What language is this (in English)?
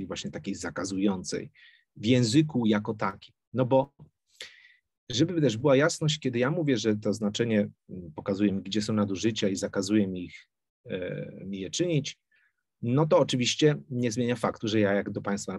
Polish